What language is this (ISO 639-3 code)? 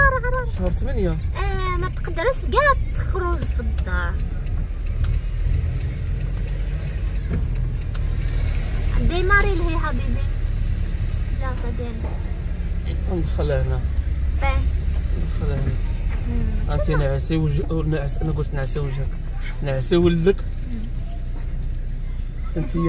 ary